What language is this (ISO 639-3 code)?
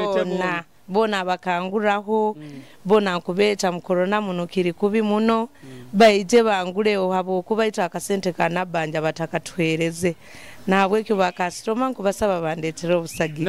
nyo